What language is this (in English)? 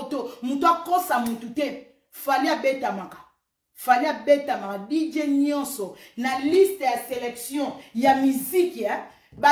Lingala